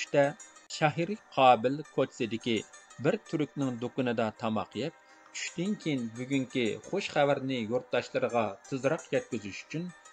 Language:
Uyghur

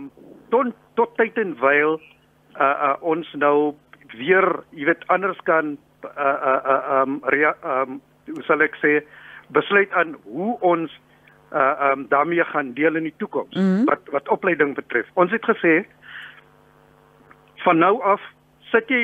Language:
Afrikaans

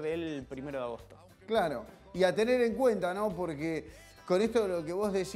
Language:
Spanish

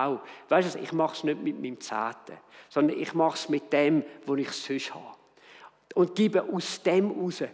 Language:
Swiss German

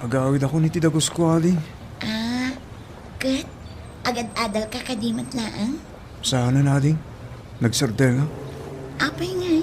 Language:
Iloko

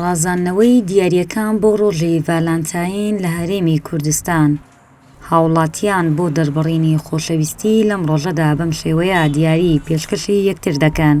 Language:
Central Kurdish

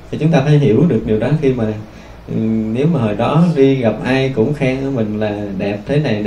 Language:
Vietnamese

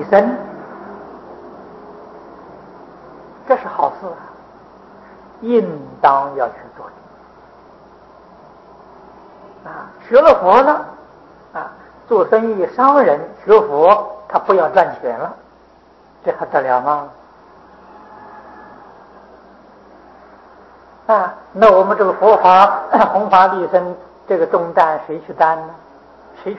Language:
Chinese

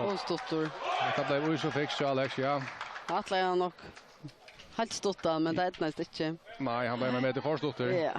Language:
Faroese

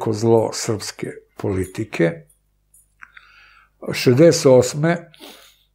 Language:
Serbian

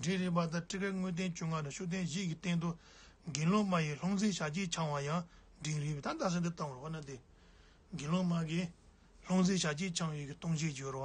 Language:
Tibetan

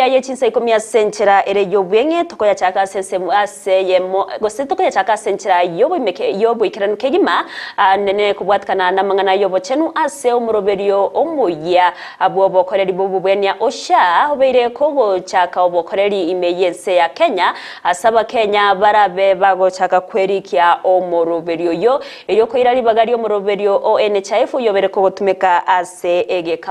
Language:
Gusii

